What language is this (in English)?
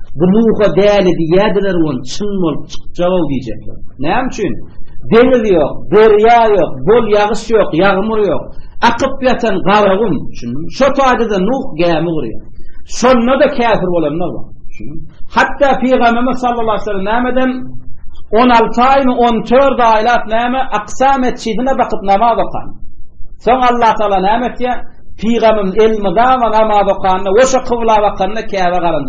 Turkmen